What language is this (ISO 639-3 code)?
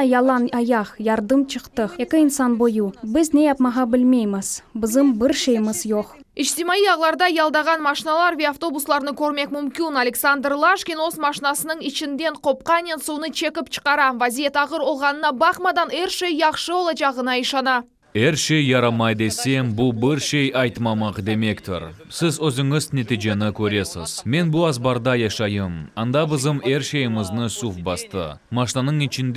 crh